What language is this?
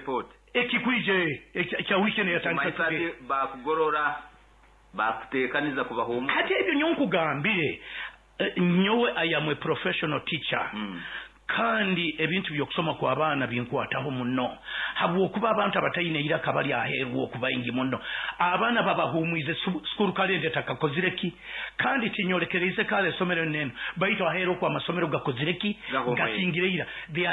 Nyoro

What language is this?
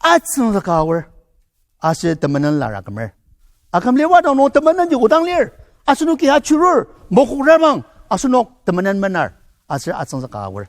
Ao Naga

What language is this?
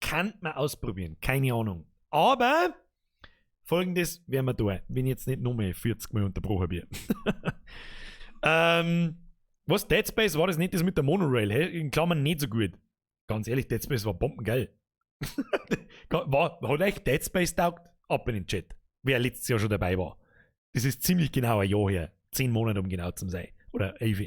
Bavarian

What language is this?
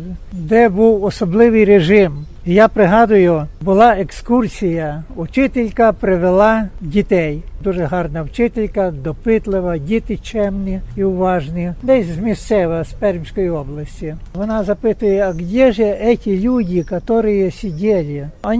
Ukrainian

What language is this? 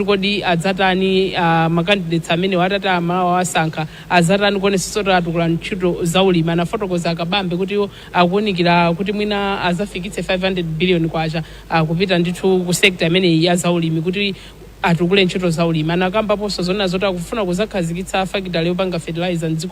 Nyanja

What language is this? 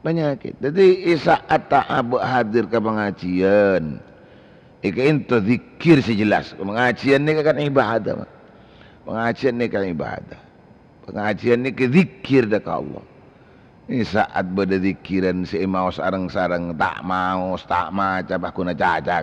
Madurese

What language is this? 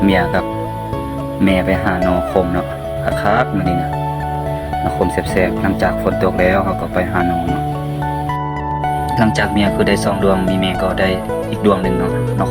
Lao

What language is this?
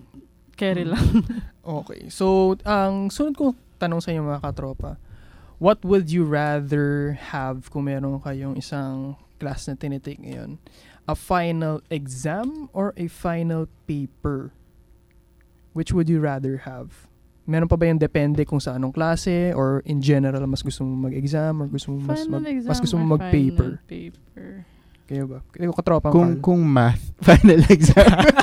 Filipino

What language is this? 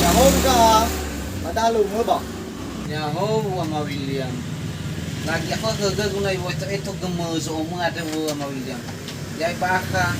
Nias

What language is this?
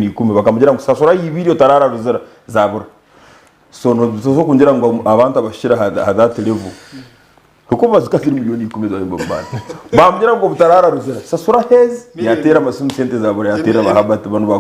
Nyankole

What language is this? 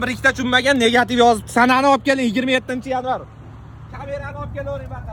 Uzbek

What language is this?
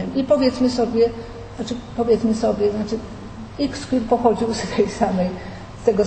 Polish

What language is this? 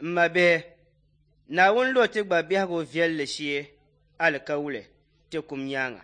Dagbani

